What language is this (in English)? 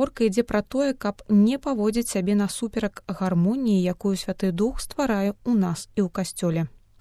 Belarusian